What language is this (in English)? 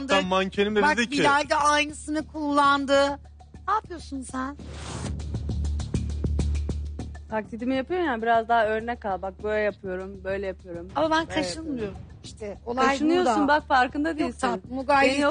Turkish